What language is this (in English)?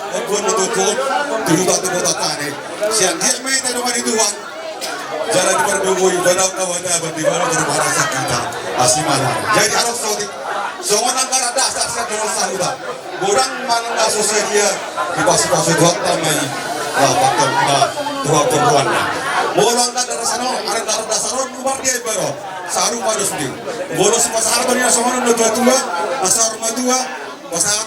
Batak Toba